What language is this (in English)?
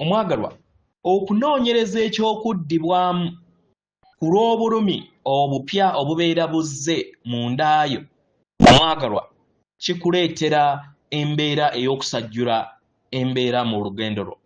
Ganda